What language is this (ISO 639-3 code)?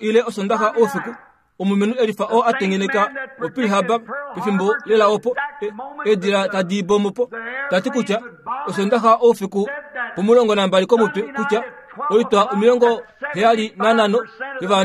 kua